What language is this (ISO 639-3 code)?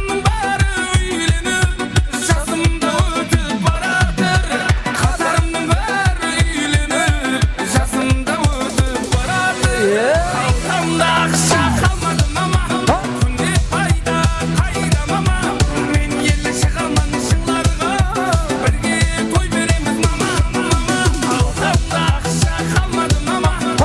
kaa